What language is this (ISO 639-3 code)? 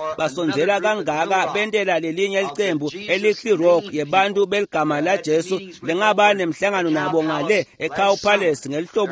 ssw